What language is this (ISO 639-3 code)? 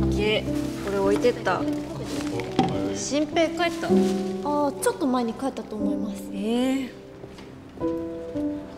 jpn